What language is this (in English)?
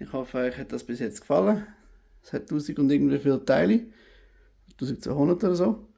Swiss German